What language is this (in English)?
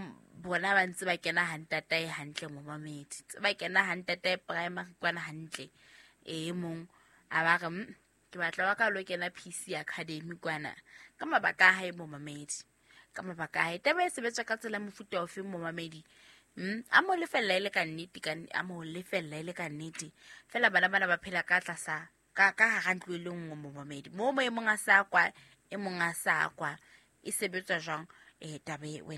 Southern Sotho